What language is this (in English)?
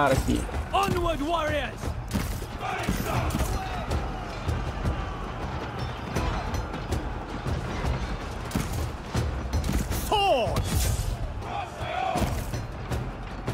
Portuguese